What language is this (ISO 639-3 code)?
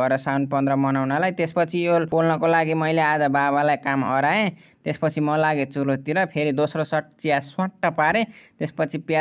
nep